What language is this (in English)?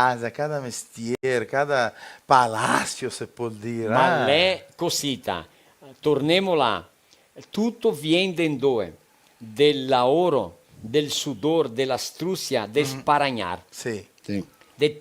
Venetian